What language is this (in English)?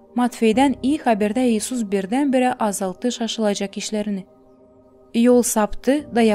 Gagauz